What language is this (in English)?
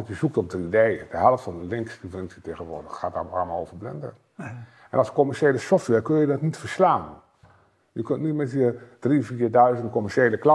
Dutch